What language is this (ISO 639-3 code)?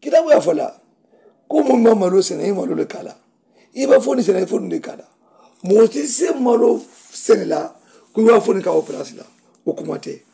man